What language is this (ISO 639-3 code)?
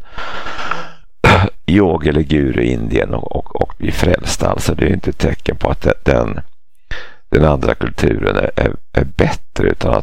swe